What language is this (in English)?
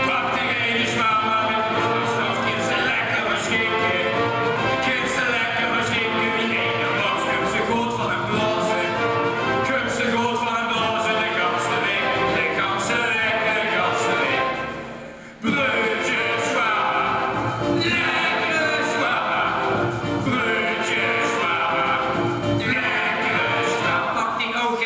Limburgish